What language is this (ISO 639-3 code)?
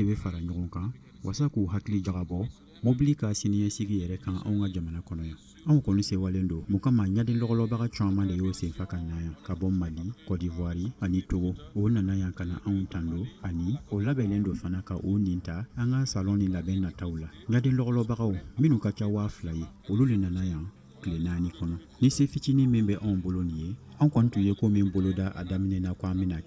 bam